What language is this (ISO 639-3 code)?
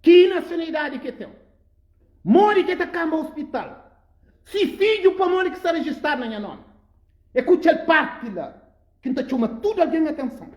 kea